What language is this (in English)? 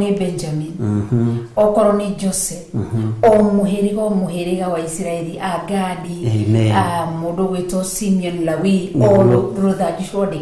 Kikuyu